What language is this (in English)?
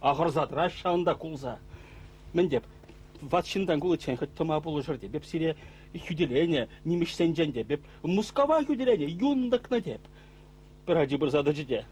Chuvash